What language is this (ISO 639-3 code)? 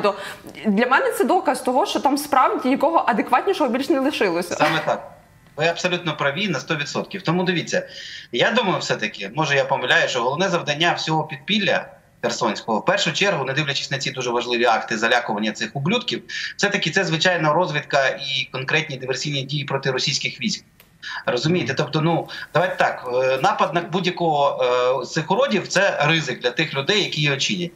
ukr